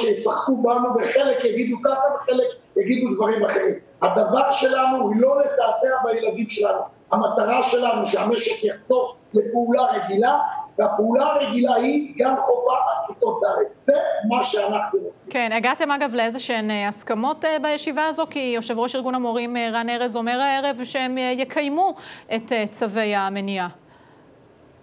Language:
Hebrew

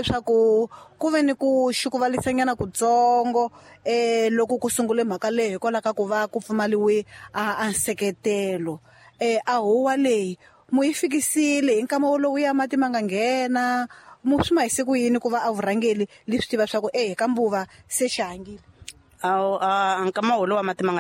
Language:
Tsonga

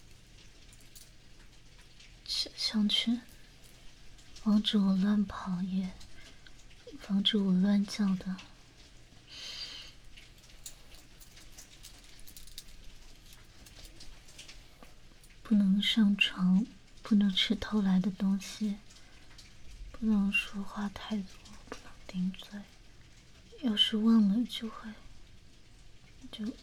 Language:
Chinese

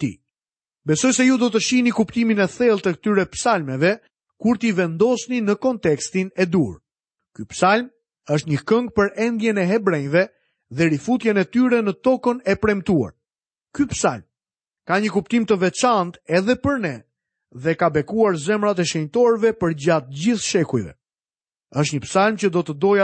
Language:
Albanian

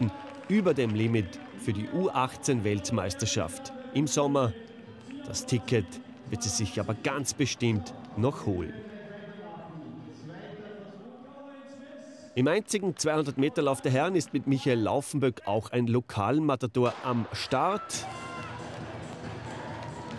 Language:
German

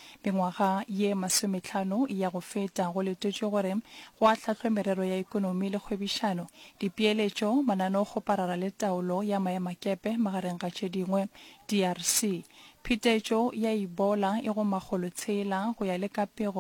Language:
Northern Sotho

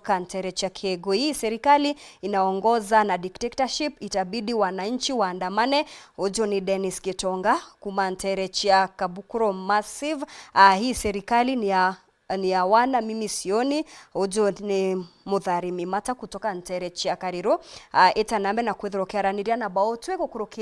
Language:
Meru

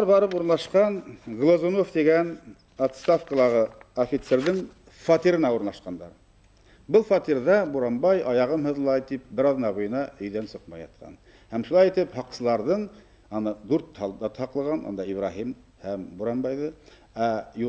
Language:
Bashkir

